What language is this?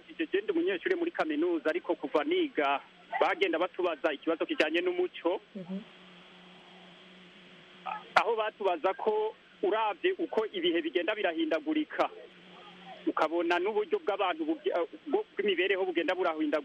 Kinyarwanda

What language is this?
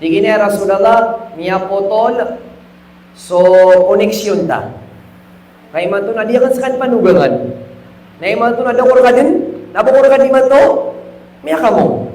Maranao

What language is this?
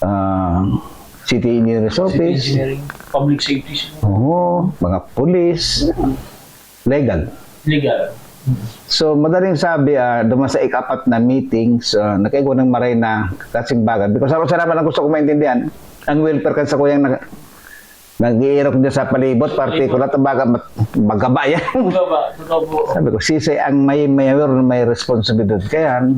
Bikol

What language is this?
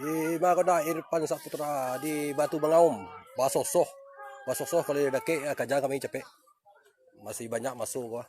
Minangkabau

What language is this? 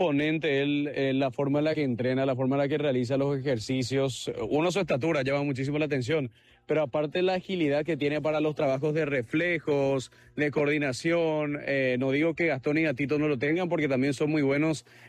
Spanish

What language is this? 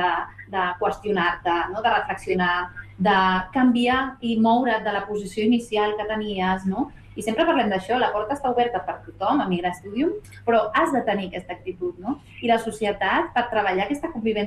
Catalan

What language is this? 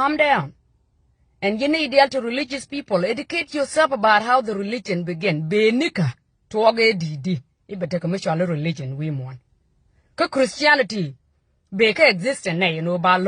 Nuer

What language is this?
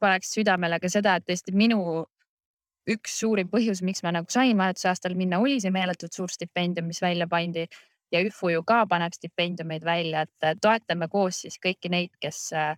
Estonian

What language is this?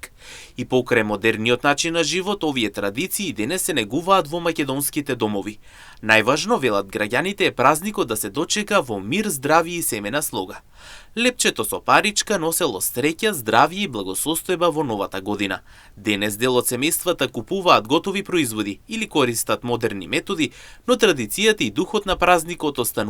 Macedonian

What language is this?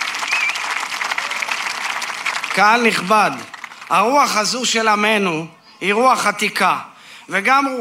Hebrew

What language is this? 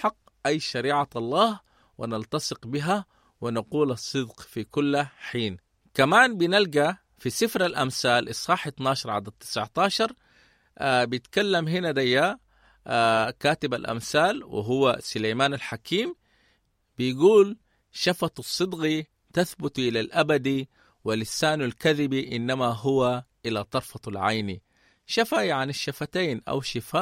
Sudanese Arabic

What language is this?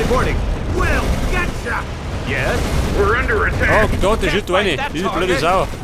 Bavarian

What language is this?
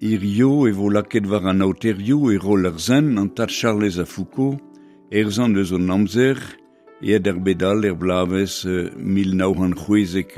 Breton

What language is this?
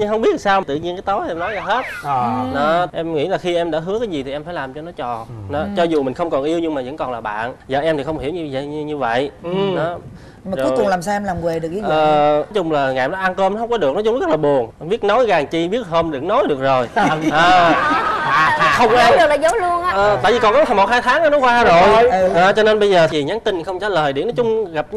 Vietnamese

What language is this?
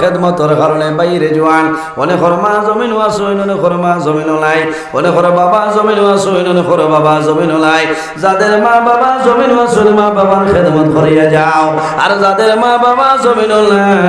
Sylheti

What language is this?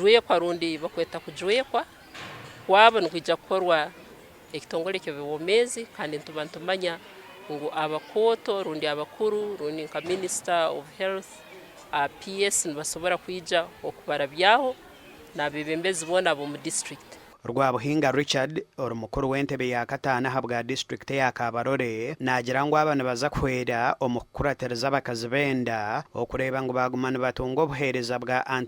Nyankole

